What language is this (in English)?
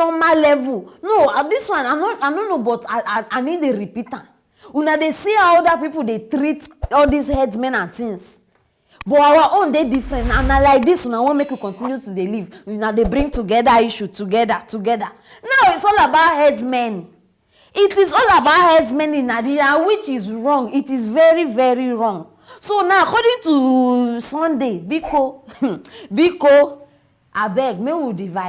Nigerian Pidgin